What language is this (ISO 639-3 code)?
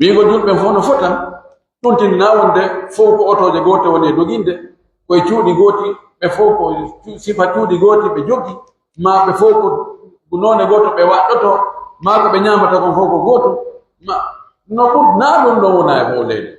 fuf